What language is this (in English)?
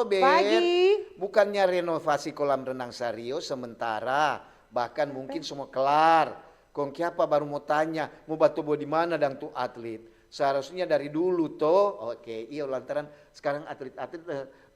Manado Malay